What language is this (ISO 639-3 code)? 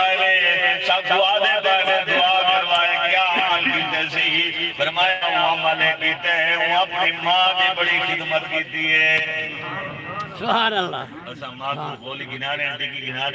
skr